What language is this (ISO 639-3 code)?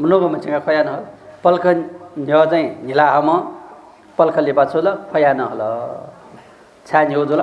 new